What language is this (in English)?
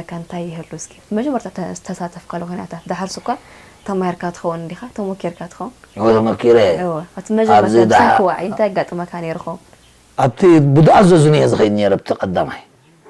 Tigrinya